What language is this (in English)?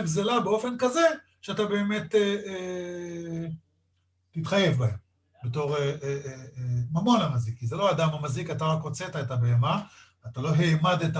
Hebrew